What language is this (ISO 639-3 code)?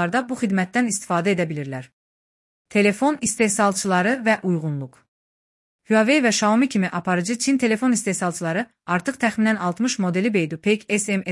aze